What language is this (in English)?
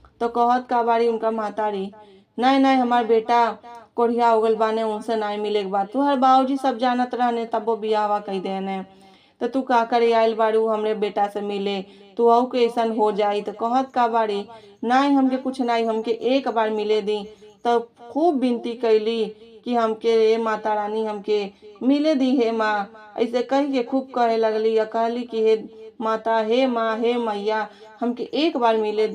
Bhojpuri